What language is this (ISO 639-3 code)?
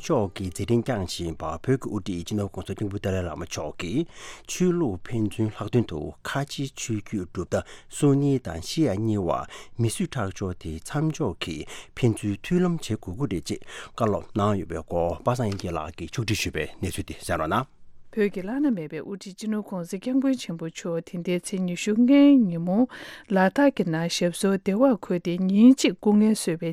bod